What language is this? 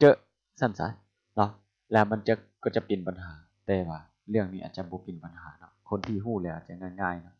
Lao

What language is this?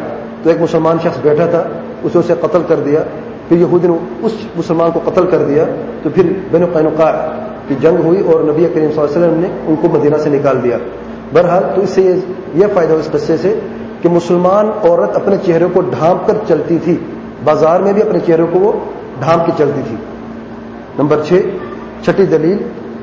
Urdu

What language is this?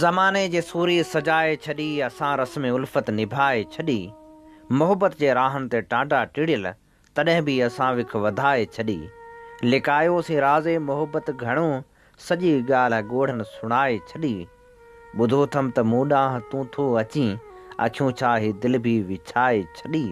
Sindhi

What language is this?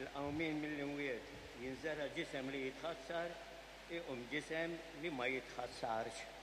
Maltese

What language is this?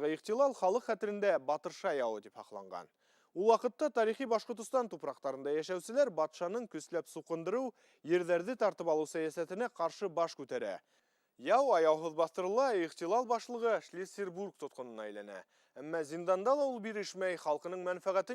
Bashkir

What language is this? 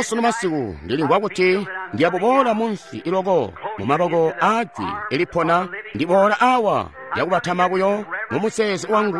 Tonga (Zambia)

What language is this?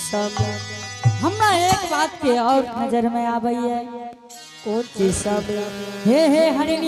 Angika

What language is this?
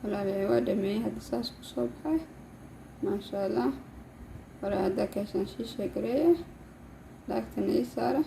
Somali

